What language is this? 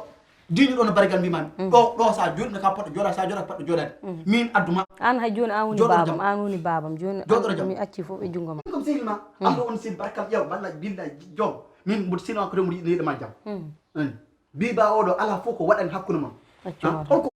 Fula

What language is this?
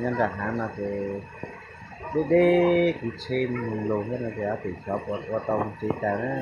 Hmong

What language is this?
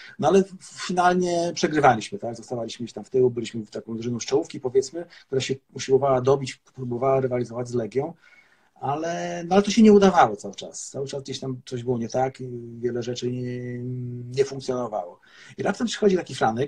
Polish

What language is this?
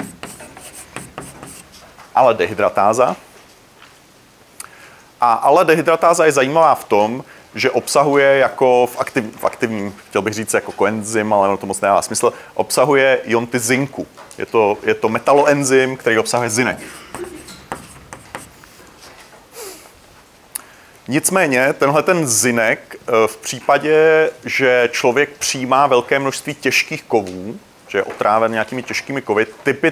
Czech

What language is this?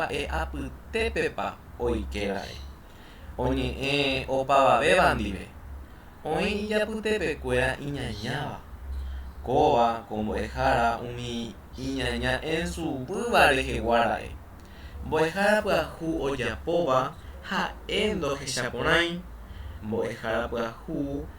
Guarani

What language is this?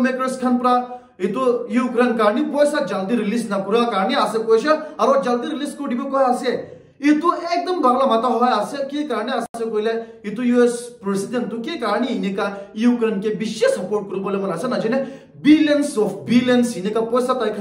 Naga Pidgin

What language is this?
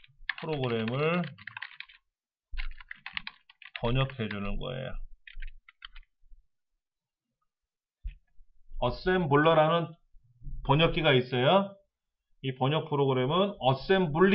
Korean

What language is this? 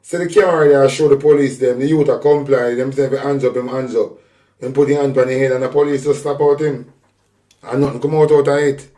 Jamaican Creole English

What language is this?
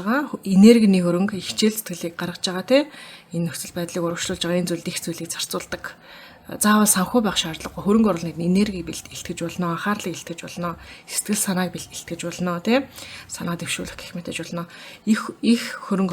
Mongolian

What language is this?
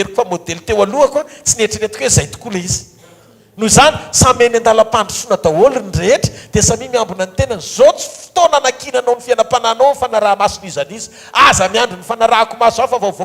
Malagasy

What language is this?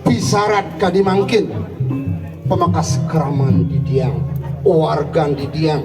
Balinese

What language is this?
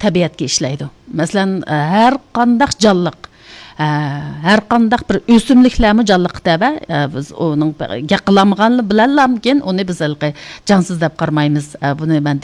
Uyghur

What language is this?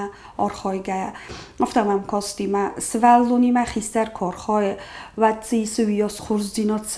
Ossetic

